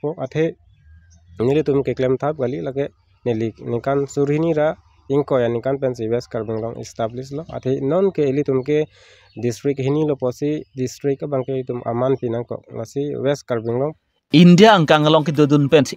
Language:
Karbi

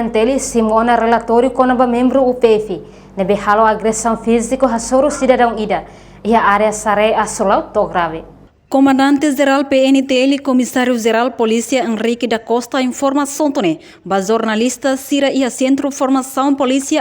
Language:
Tetum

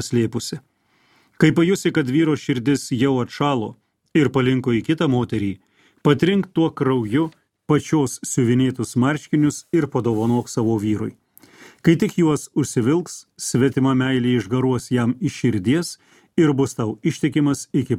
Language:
Lithuanian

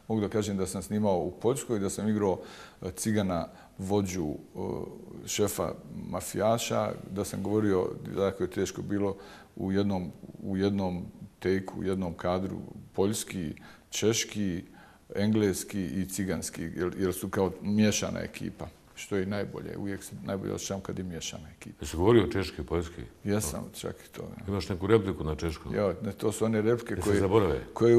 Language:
Bosnian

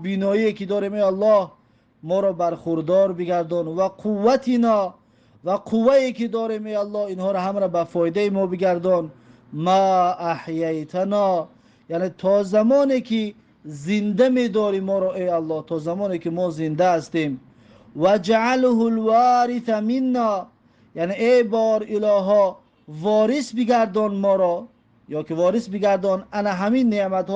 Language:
Tajik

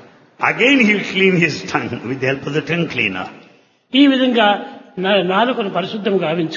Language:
Telugu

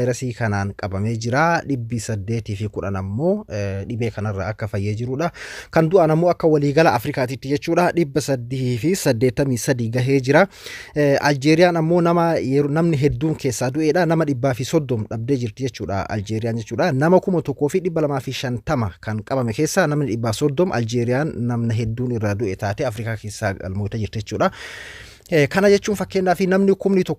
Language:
Oromo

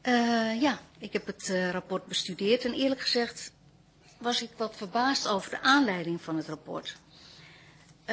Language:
Dutch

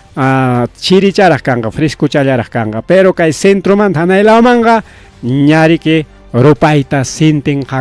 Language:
Ayacucho Quechua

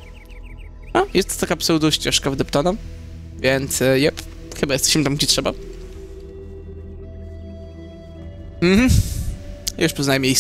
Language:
Polish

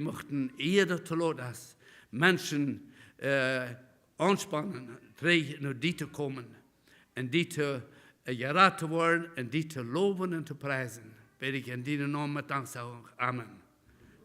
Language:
Plautdietsch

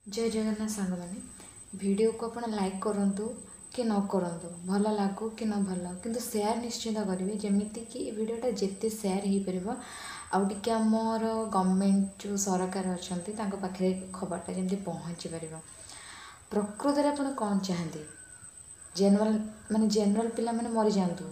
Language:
Odia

